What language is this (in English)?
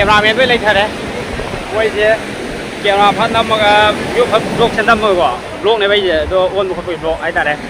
Manipuri